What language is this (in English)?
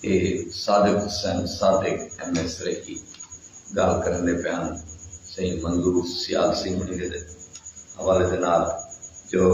Saraiki